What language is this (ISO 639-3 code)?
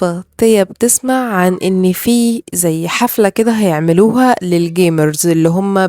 arz